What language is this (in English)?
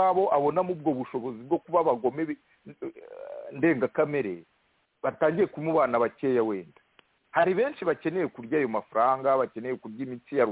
Kinyarwanda